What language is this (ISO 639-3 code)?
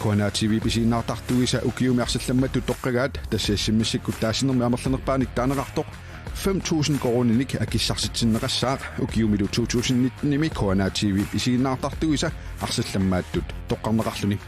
kal